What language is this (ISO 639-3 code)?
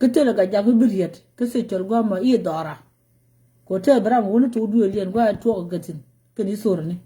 nus